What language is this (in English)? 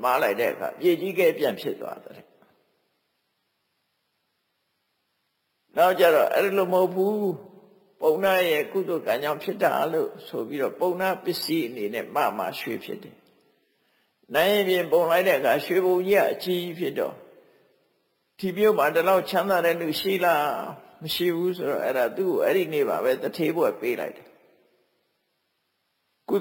Burmese